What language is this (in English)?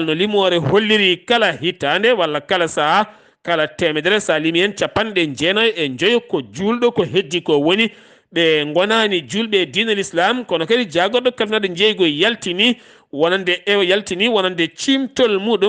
Fula